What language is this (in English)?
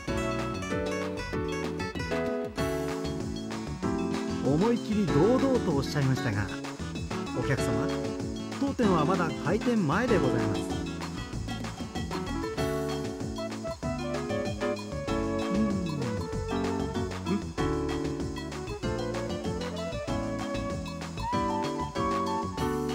Japanese